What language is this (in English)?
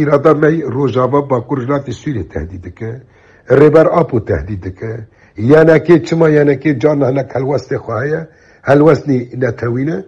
Kurdish